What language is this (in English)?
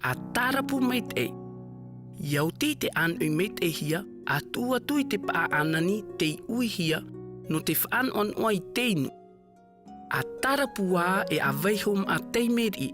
Tahitian